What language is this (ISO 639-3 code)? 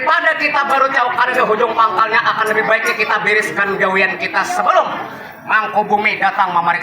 bjn